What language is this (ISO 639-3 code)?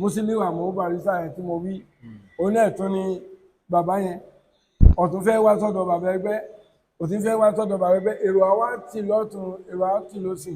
yor